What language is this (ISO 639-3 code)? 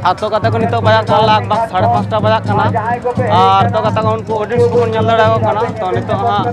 sat